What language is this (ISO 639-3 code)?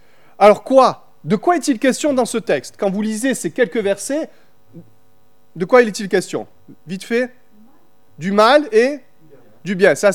fra